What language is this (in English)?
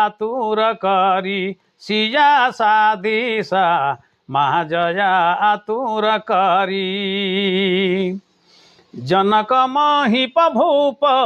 Sadri